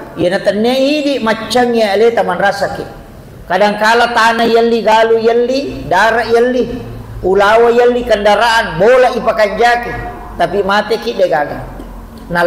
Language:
Buginese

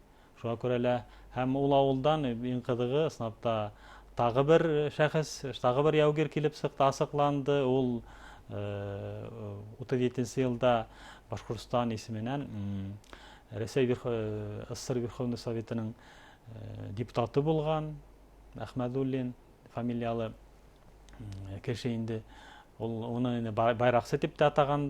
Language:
Bashkir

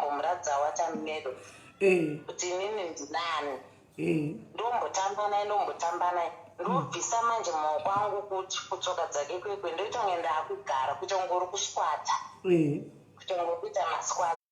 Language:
Shona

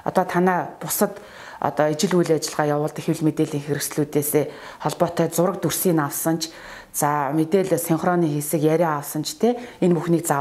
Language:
Mongolian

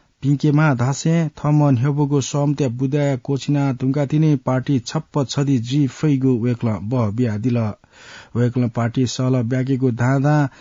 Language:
Newari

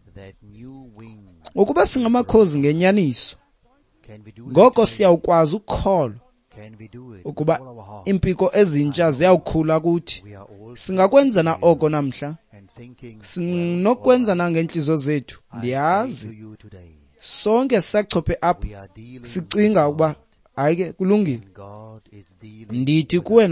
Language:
Xhosa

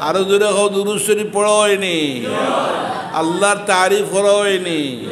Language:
Sylheti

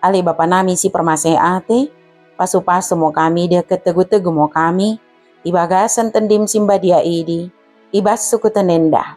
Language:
Batak Dairi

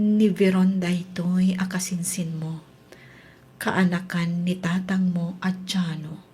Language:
Iloko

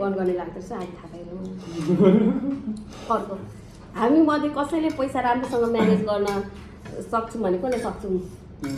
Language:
Nepali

